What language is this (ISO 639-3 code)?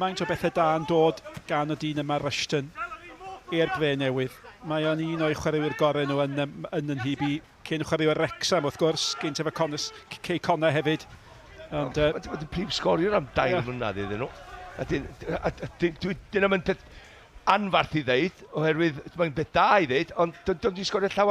cym